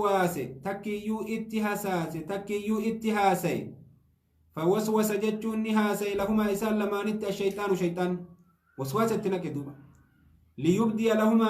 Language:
Oromo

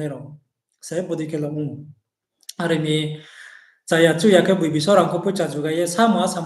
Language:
Riang (India)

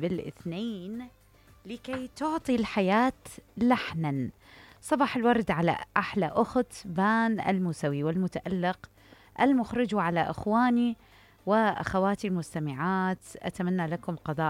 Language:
Mesopotamian Arabic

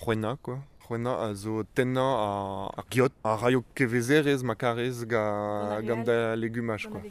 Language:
Breton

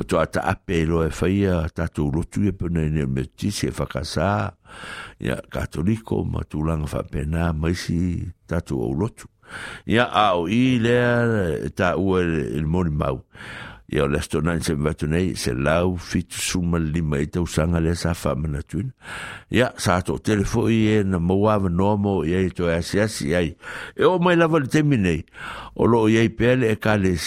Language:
Samoan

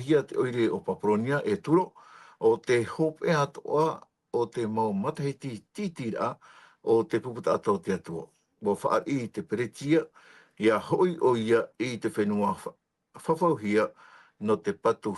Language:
Tahitian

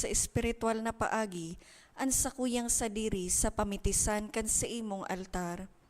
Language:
Bikol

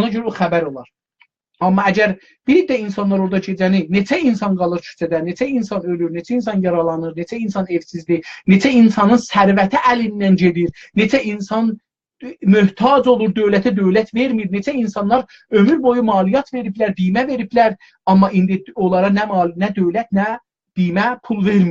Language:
South Azerbaijani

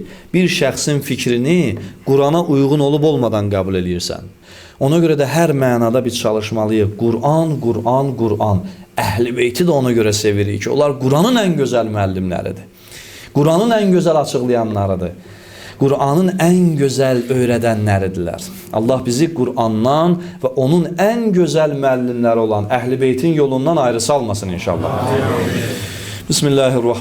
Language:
Azerbaijani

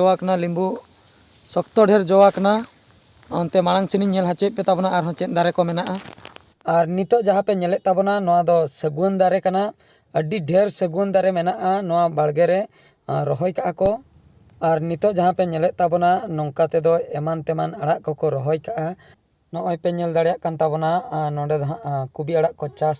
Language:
Santali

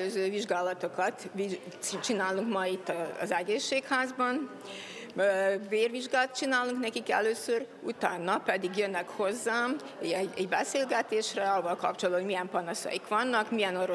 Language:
Hungarian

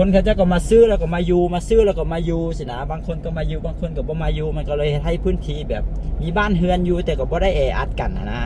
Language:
Lao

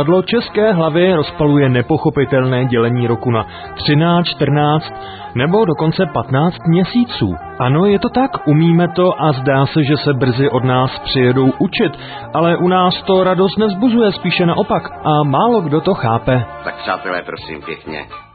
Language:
Czech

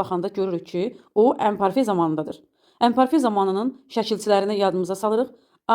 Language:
Azerbaijani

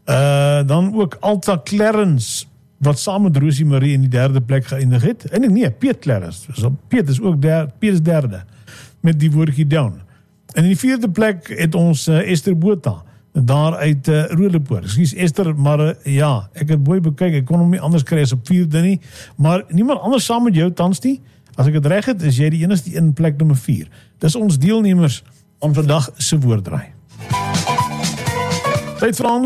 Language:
Afrikaans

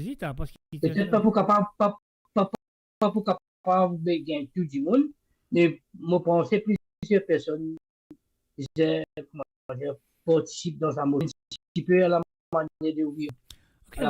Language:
Morisyen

